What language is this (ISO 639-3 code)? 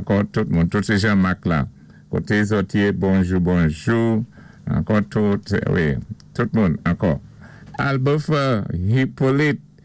acf